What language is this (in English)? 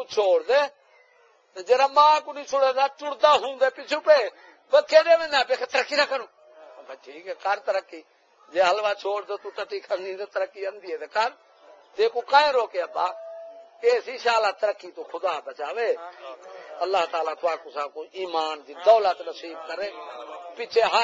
Saraiki